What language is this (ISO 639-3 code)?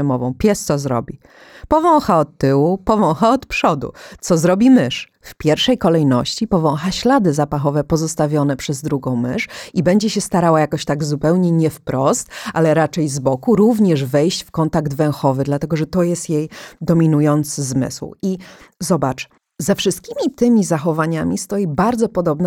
pol